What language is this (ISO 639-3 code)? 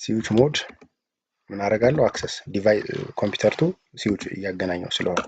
amh